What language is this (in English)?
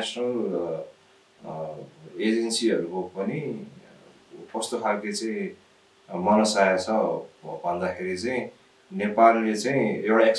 Nepali